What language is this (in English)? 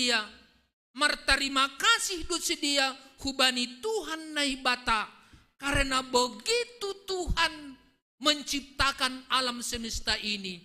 Batak Simalungun